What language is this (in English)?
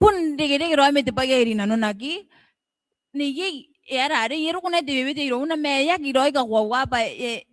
Gilbertese